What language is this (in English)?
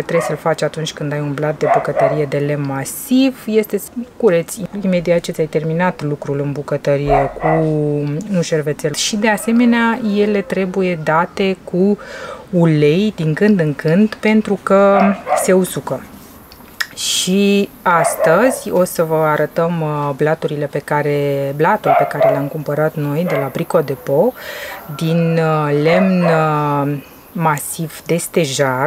Romanian